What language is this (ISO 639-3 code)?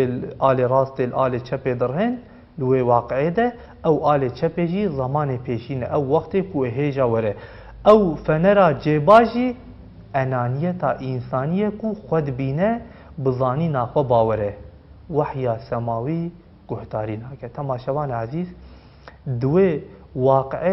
kur